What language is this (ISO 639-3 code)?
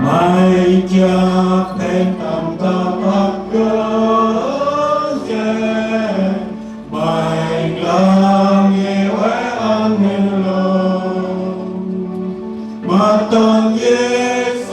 cmo